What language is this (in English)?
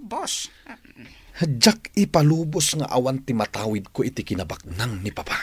Iloko